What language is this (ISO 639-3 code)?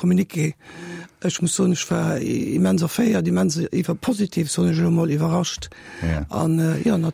ltz